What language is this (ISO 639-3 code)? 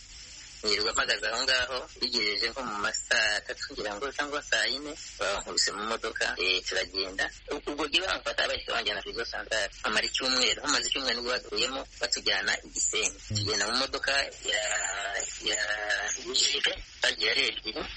kin